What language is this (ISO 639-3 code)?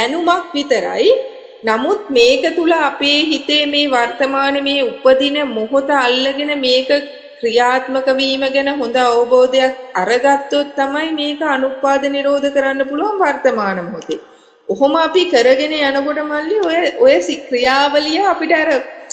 sin